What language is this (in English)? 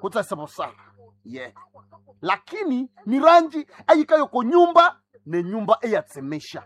Nande